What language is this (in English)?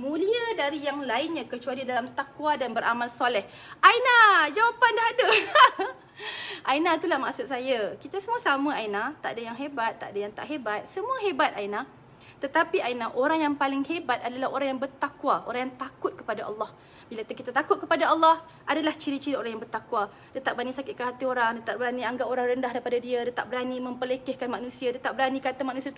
Malay